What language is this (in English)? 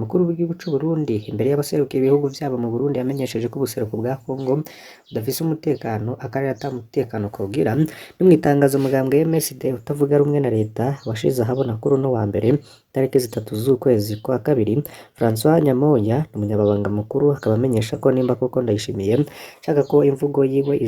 Rundi